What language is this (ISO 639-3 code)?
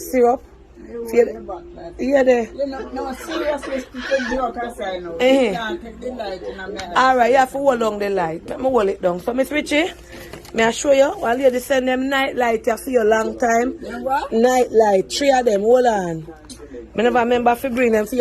jam